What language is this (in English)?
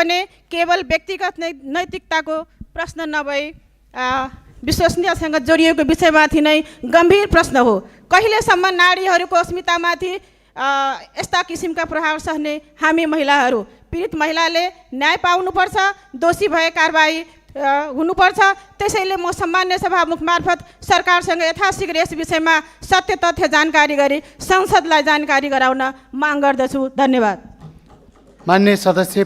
Nepali